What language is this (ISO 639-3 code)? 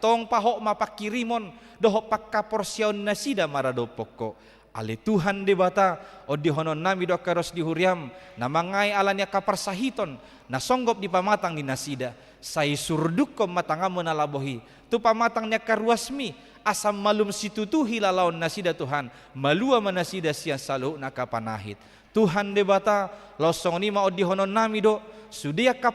bbc